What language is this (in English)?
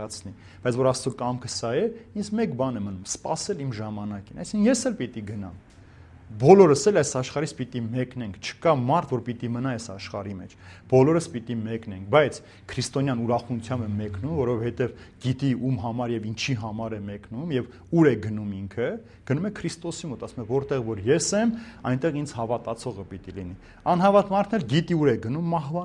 Armenian